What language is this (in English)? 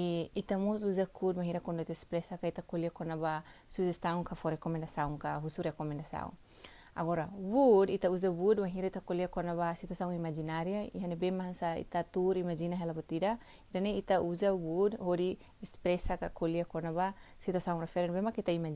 Tetum